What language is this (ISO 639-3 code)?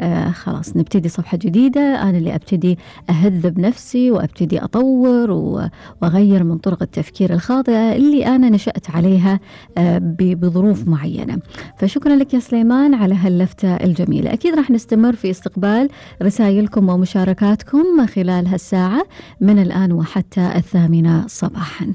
afb